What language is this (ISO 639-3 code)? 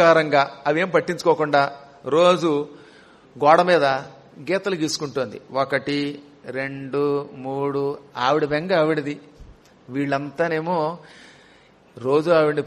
tel